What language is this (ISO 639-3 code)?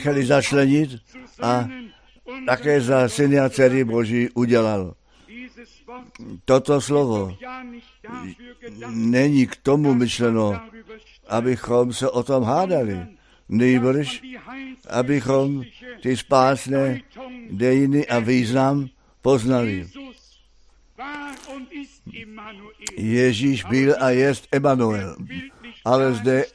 ces